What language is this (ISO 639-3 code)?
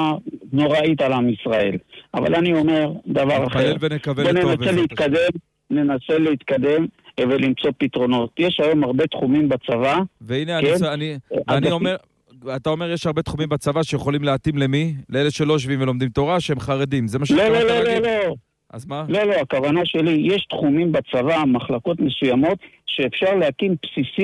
heb